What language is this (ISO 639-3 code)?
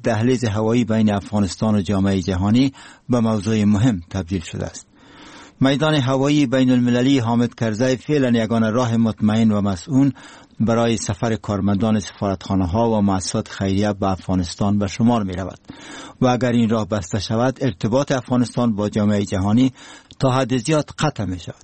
fas